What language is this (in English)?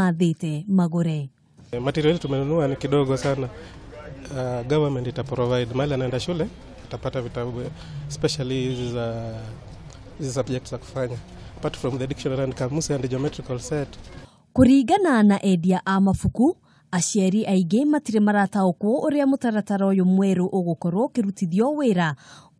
Kikuyu